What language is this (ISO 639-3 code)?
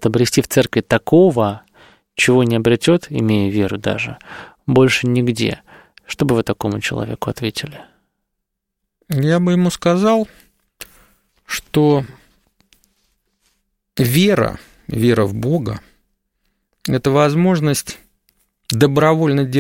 rus